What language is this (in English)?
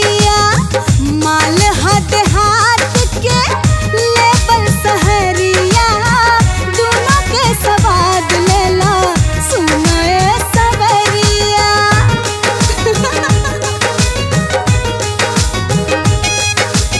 Bhojpuri